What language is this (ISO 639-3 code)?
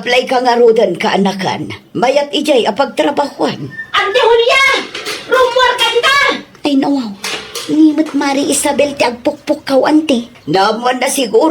ilo